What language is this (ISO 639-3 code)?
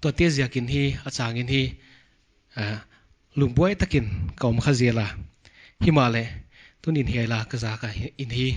pck